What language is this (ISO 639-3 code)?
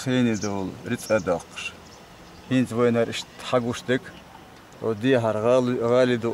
che